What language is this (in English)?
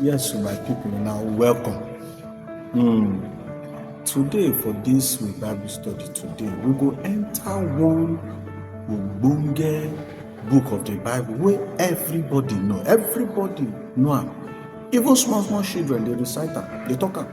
Nigerian Pidgin